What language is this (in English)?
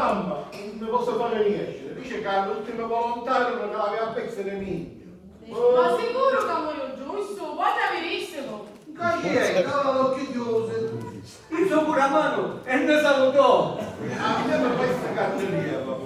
Sicilian